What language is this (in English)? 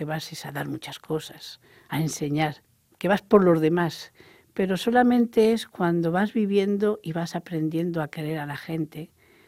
Spanish